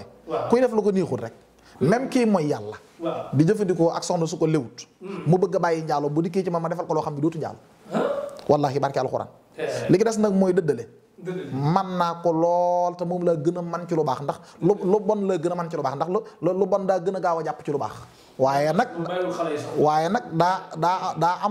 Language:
Wolof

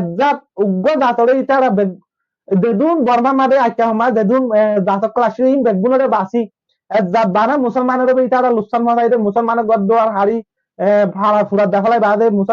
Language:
Rohingya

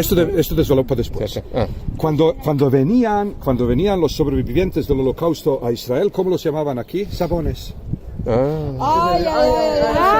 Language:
Ladino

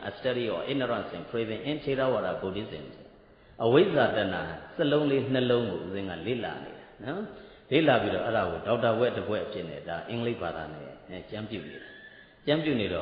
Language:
Burmese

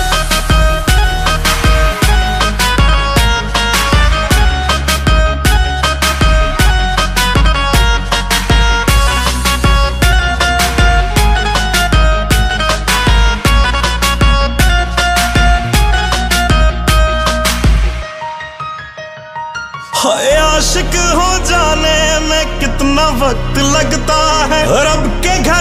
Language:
Hindi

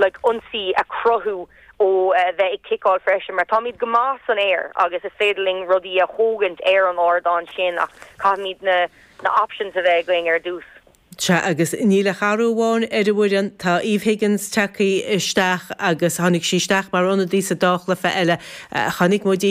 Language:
Irish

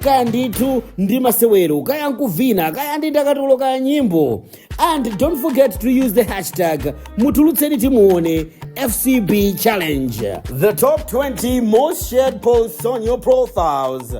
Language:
Nyanja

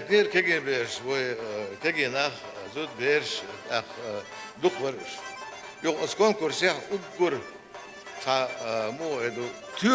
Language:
Chechen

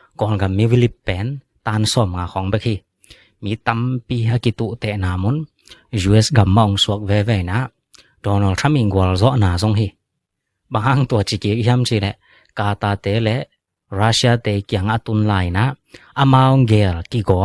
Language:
Tedim Chin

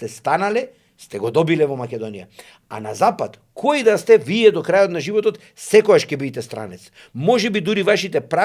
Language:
Macedonian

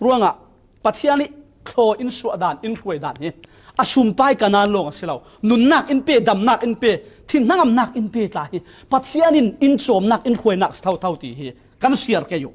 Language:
Falam Chin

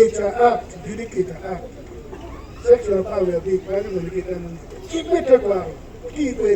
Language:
Acoli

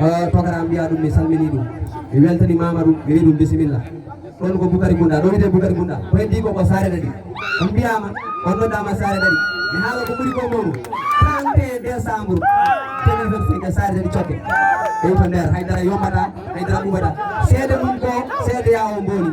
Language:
Fula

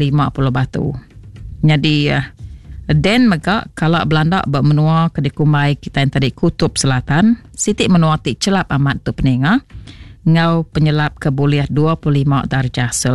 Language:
Iban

